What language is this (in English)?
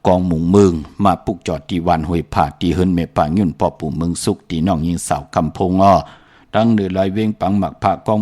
Shan